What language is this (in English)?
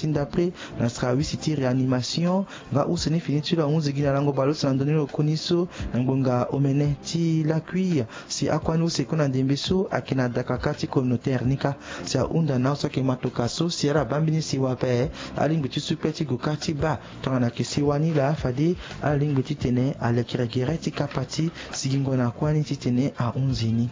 Sango